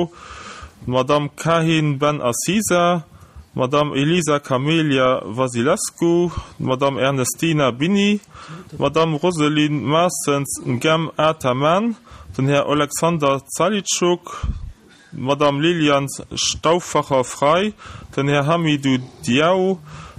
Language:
Luxembourgish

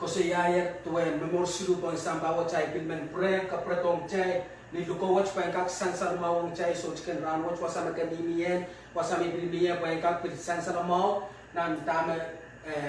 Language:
Pohnpeian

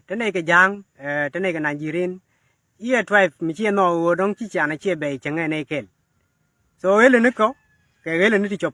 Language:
Nuer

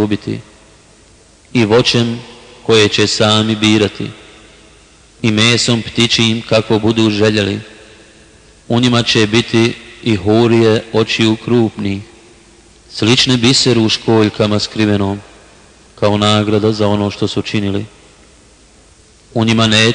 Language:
Bosnian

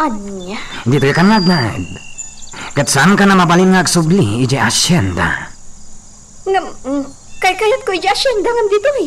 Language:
Iloko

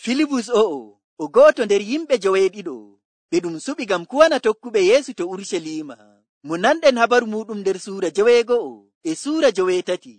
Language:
Nigerian Fulfulde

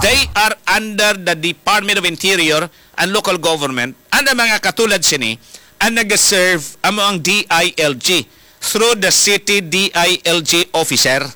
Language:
Hiligaynon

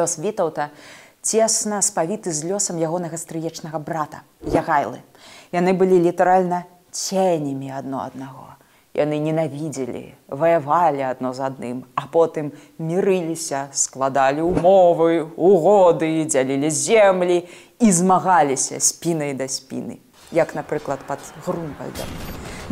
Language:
Belarusian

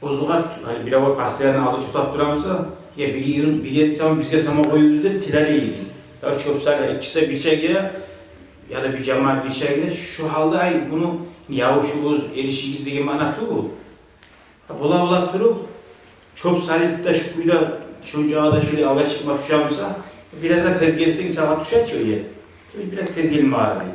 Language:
Kumyk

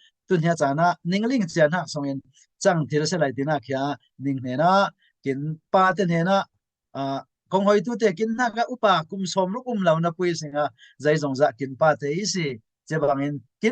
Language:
Falam Chin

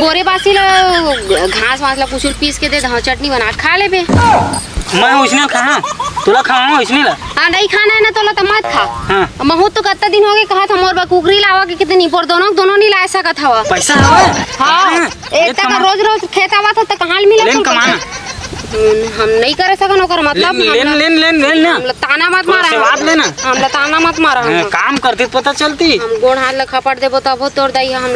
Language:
Chhattisgarhi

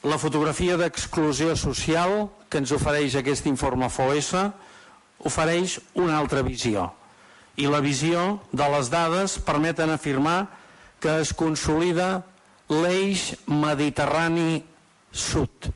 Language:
Catalan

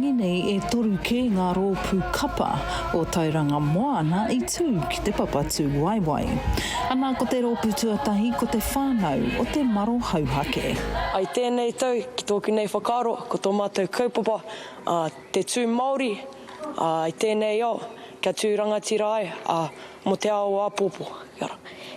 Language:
Māori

